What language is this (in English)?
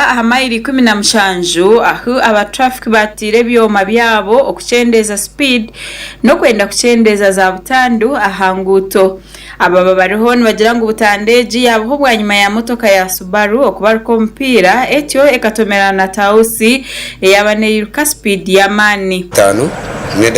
Nyankole